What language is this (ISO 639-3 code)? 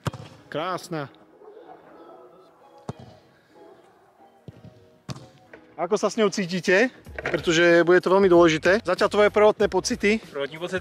slk